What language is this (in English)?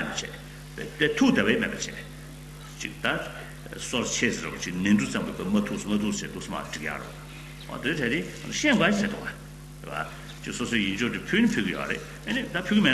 Tibetan